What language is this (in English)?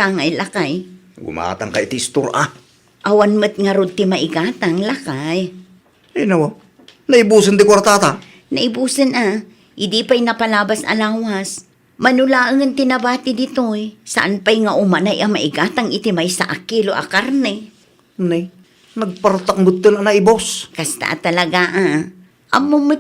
Iloko